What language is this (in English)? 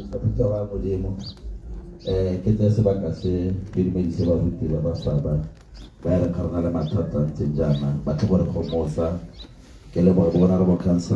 Tswana